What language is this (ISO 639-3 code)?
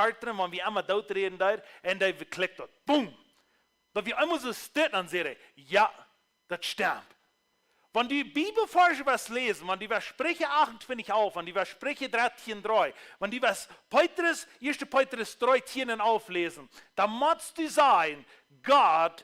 pdt